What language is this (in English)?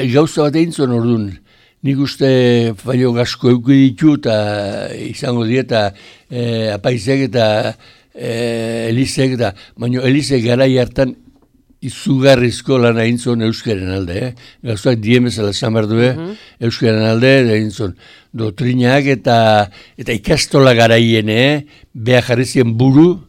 Basque